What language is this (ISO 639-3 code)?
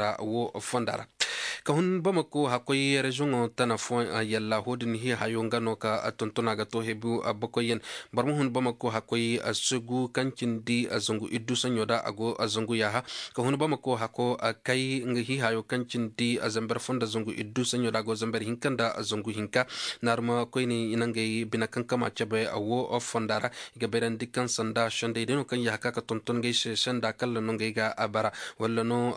ses